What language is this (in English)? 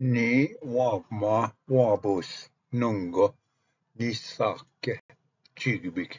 Ojibwa